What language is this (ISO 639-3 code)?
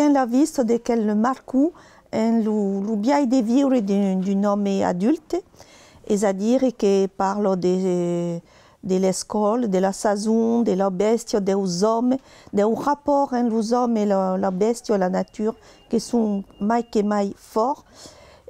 oci